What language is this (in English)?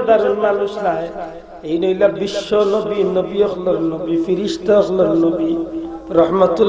Sylheti